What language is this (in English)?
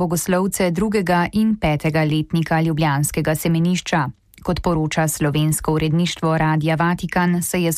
Slovenian